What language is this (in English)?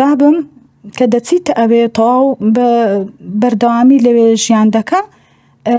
Central Kurdish